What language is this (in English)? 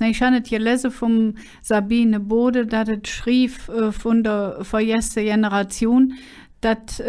Colognian